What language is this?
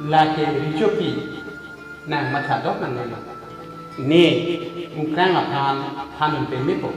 Karbi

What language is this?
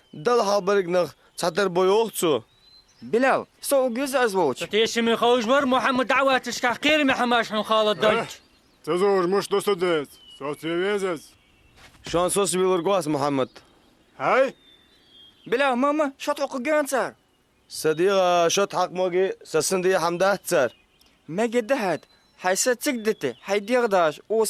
Ingush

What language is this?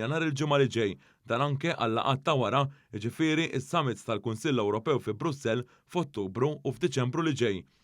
Maltese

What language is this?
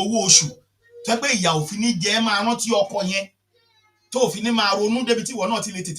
Yoruba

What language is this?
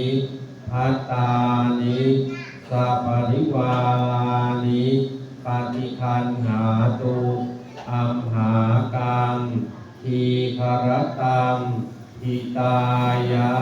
Pali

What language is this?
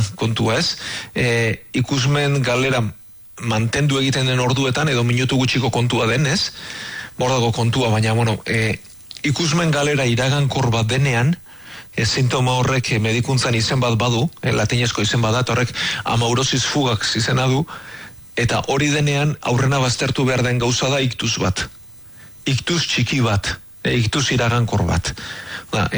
Basque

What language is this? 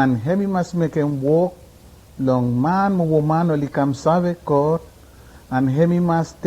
Bislama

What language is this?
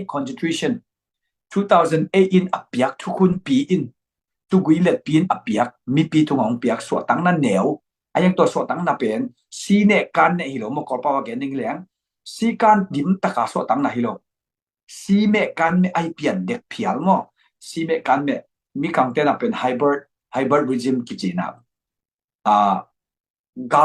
Tedim Chin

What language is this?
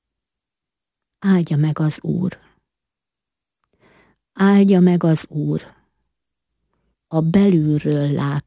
Hungarian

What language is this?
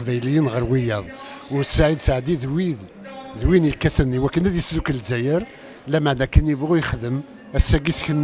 Kabyle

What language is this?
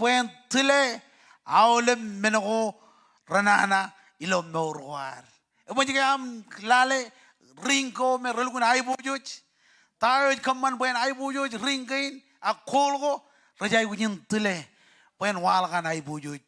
Marshallese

